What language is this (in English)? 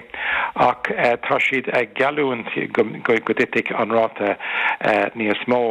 Irish